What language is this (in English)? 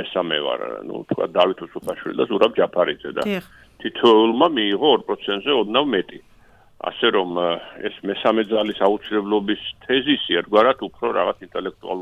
Georgian